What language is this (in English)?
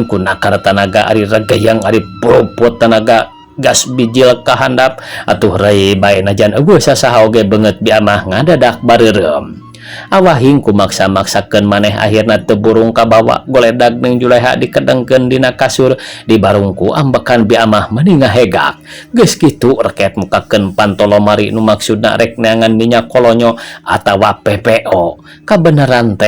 Sundanese